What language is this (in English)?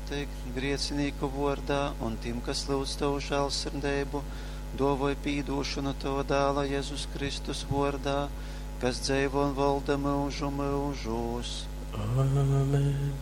Latgalian